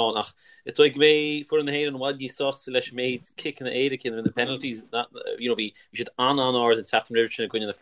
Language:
Irish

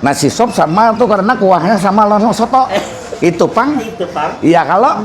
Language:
Banjar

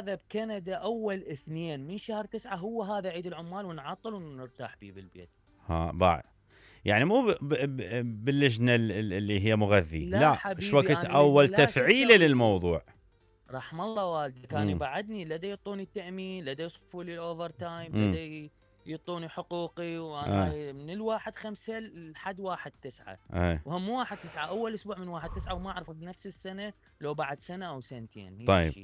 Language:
Mesopotamian Arabic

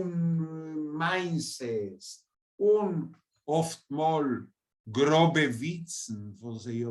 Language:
Yiddish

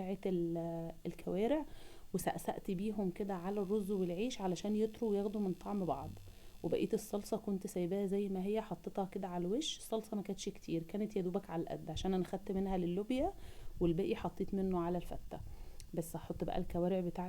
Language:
Egyptian Arabic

